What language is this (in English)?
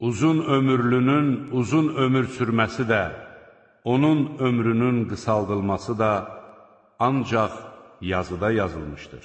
Azerbaijani